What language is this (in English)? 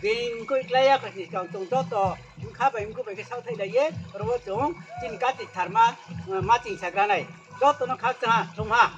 Riang (India)